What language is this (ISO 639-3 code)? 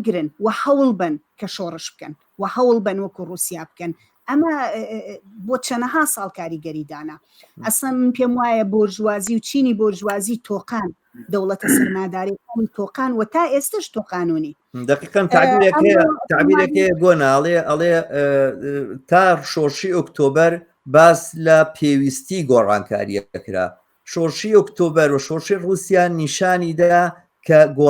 ckb